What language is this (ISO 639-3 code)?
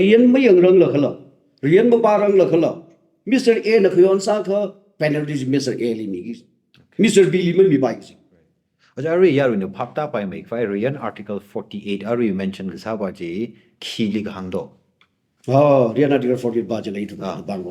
nmf